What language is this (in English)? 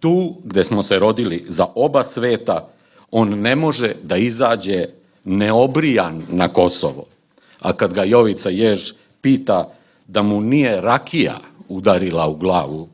Serbian